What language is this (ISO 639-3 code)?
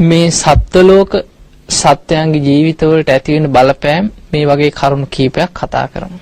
sin